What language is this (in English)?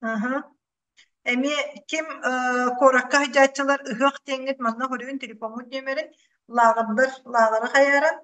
Yakut